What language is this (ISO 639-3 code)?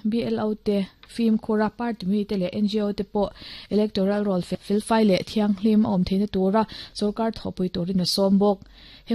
lus